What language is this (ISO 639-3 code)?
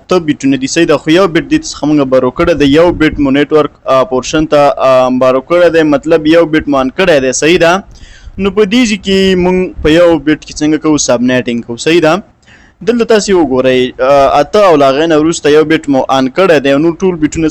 pus